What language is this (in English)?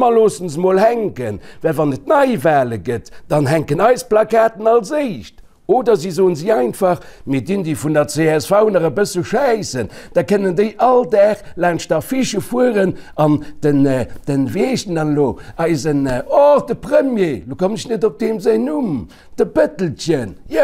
Luxembourgish